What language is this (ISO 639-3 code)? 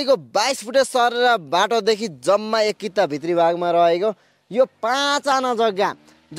nep